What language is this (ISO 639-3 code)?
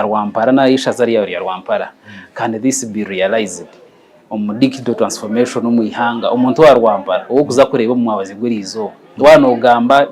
nyn